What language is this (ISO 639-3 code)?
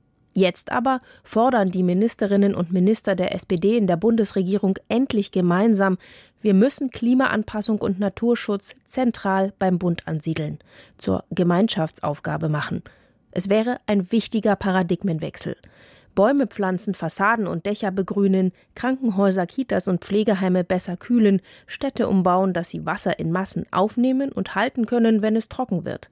deu